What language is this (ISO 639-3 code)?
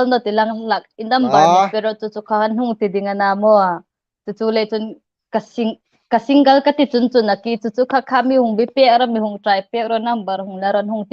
hmr